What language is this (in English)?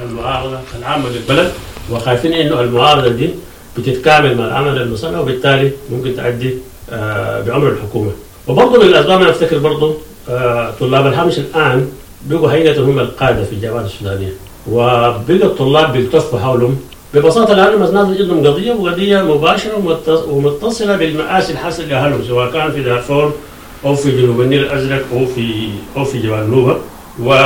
Sudanese Arabic